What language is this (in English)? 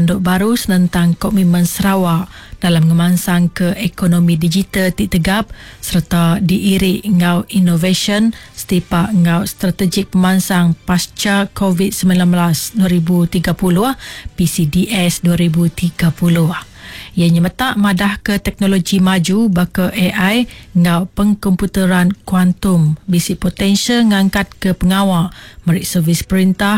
Iban